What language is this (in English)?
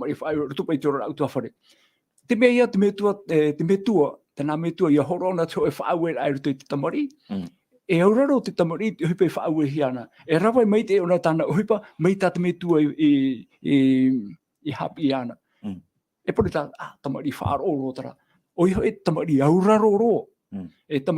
Tahitian